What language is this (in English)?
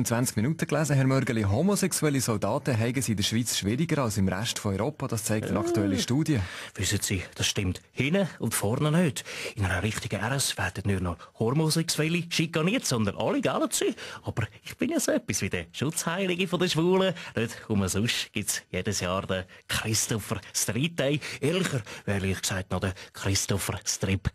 Swiss German